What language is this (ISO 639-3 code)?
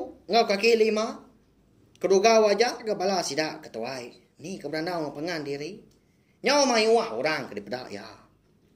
iba